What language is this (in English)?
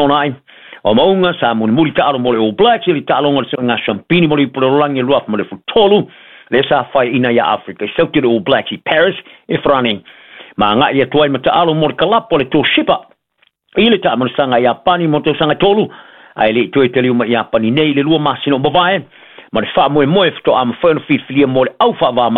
Samoan